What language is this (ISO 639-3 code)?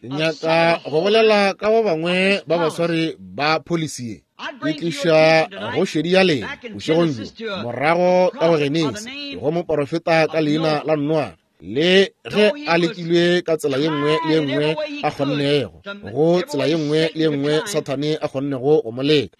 nso